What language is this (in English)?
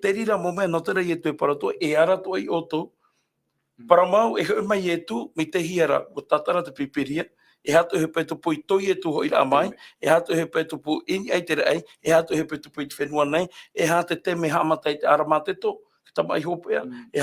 Tahitian